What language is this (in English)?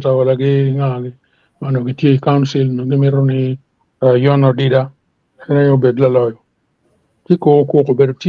Acoli